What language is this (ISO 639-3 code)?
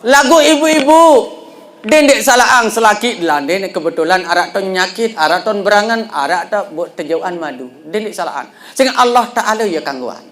sas